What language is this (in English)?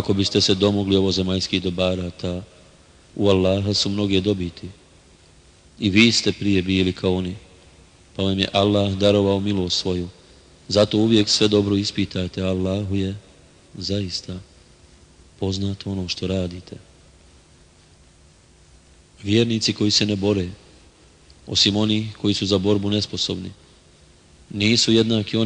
Bosnian